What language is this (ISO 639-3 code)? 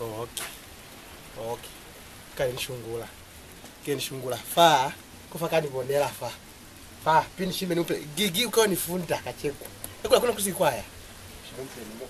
loz